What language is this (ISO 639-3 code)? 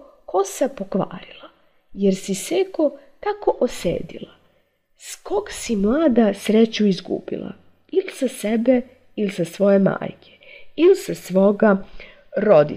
srp